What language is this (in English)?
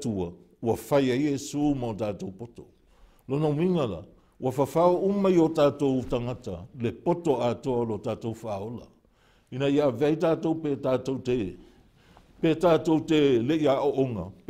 Samoan